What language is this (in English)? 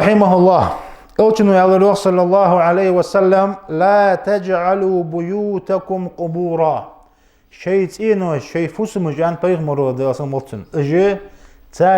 Ingush